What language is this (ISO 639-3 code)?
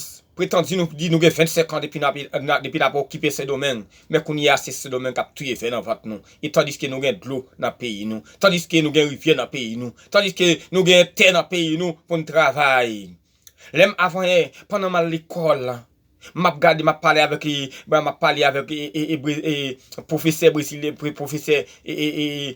hat